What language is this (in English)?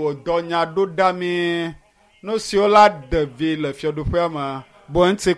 Ewe